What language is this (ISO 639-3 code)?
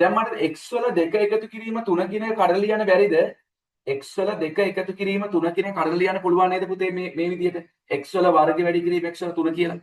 sin